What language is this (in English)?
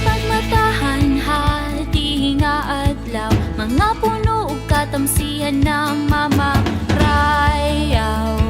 Waray